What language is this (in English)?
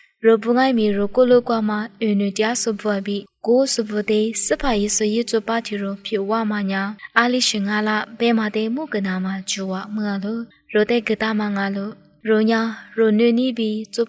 Lisu